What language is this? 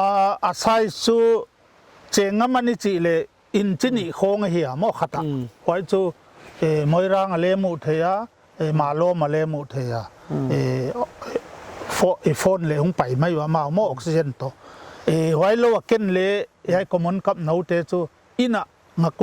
Paite Chin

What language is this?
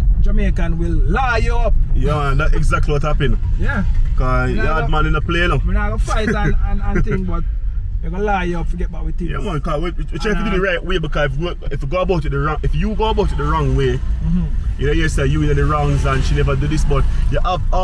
Jamaican Creole English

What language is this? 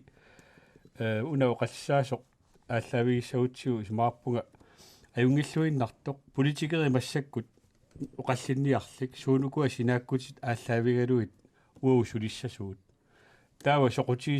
Kalaallisut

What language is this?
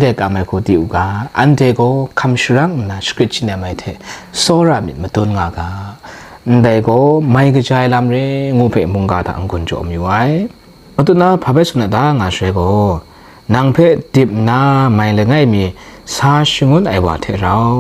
Kachin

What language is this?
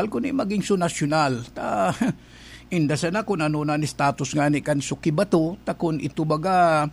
Bikol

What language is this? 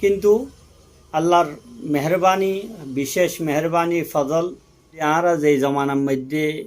Rohingya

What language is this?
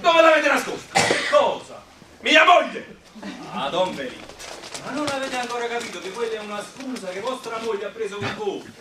Neapolitan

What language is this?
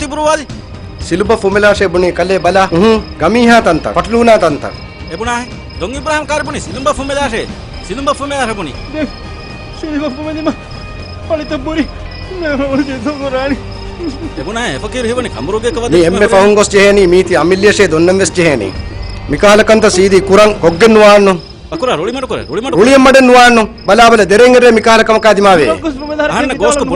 Divehi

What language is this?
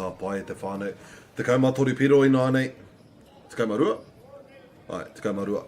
Māori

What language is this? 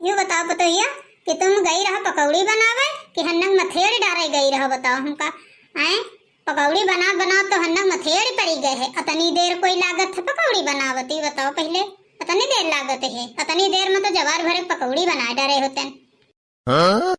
Awadhi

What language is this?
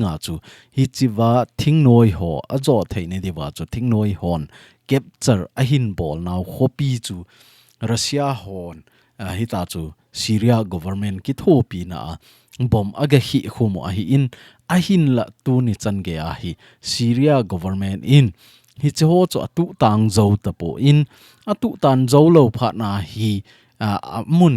Thado Chin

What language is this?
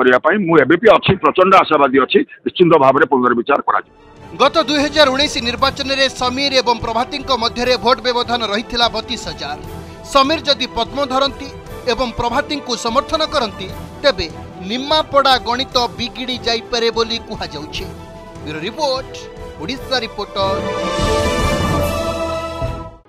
Odia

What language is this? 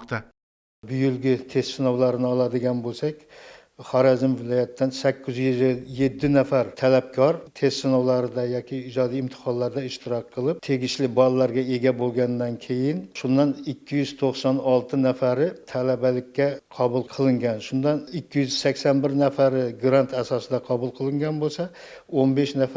Uzbek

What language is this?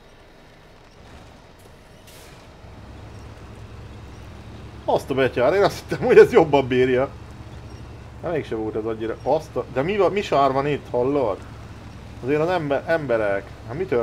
Hungarian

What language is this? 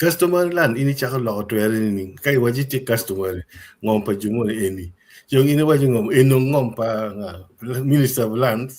Acoli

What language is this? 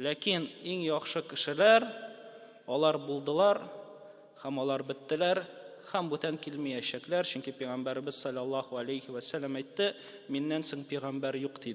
Tatar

